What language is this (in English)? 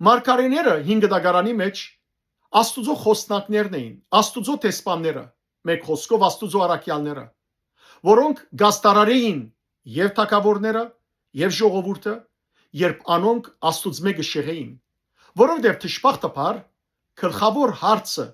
Western Armenian